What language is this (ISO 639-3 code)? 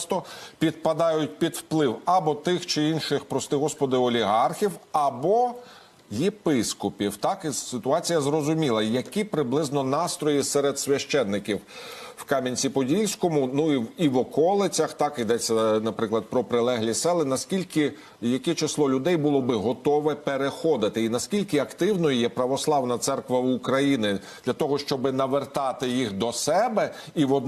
ukr